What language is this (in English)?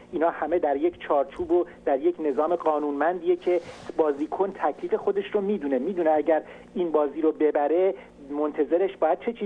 Persian